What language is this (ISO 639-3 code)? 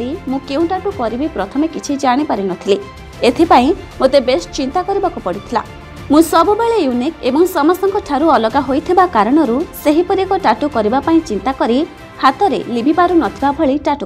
ori